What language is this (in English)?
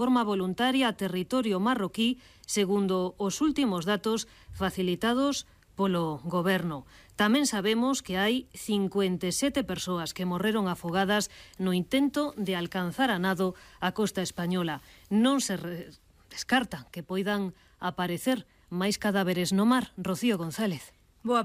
Galician